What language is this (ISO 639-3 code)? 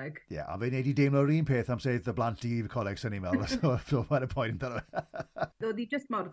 cym